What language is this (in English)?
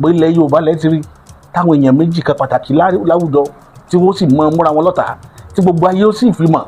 Yoruba